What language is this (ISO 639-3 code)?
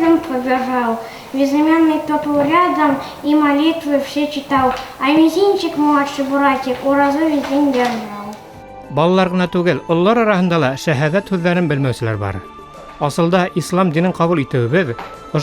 bak